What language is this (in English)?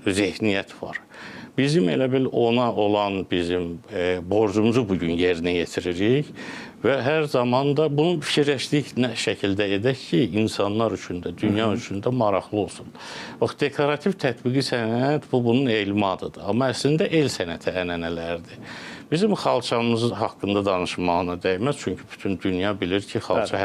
Azerbaijani